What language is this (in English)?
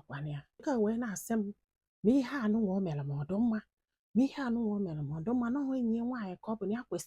Igbo